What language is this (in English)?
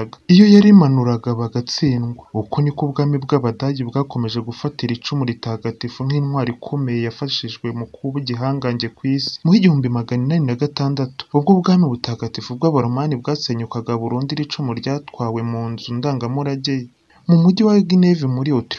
Kinyarwanda